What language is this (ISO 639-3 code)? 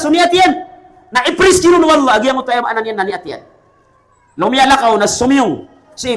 mrw